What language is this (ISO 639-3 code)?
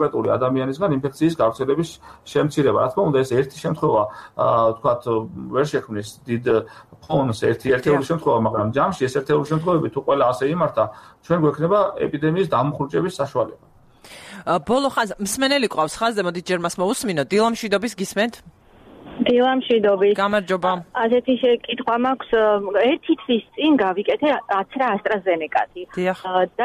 kat